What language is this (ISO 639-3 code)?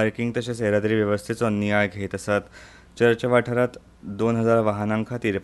kok